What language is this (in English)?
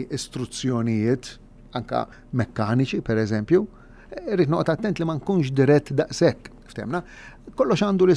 Maltese